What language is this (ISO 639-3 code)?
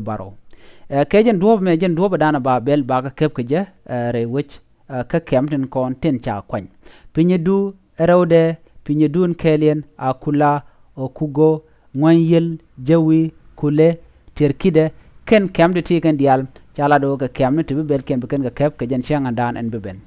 nus